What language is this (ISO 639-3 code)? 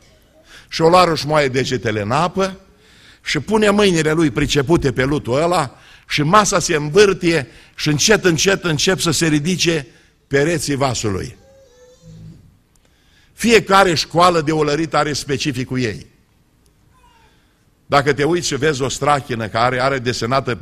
ron